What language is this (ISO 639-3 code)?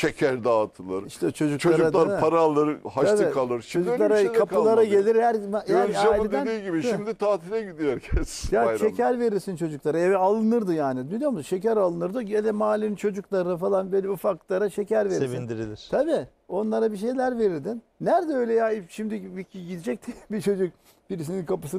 tur